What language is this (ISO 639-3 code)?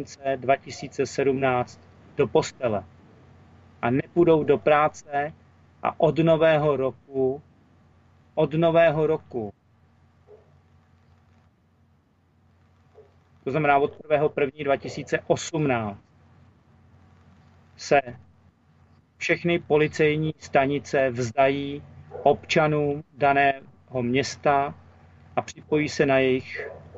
ces